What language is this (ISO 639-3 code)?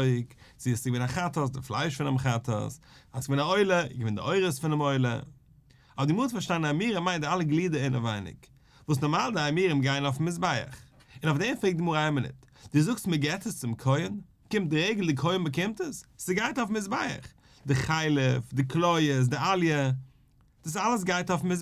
yid